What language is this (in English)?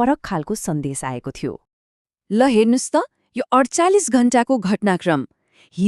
Nepali